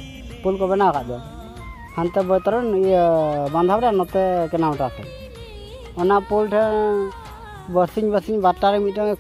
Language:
Santali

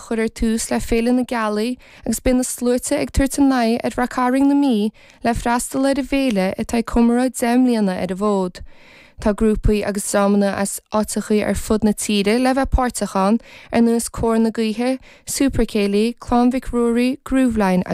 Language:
Irish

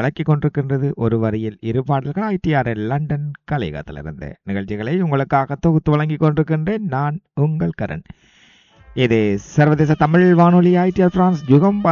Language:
Tamil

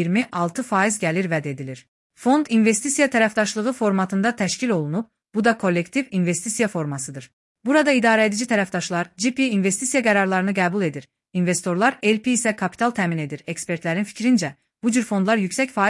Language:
Azerbaijani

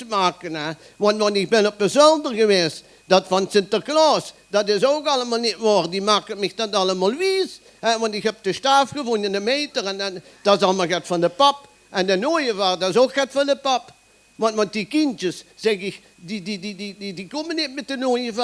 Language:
Limburgish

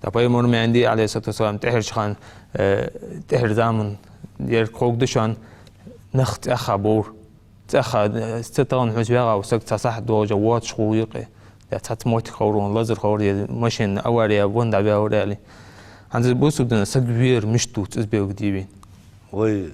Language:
Ingush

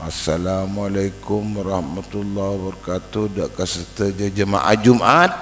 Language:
Madurese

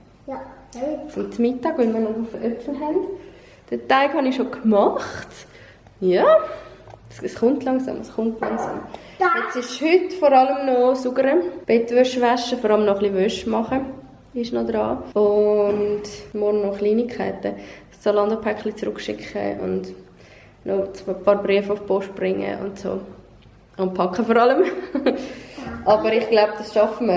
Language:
Swiss German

